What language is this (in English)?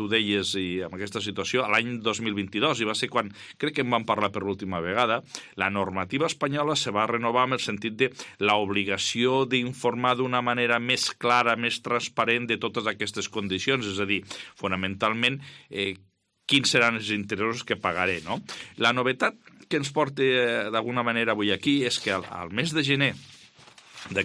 Catalan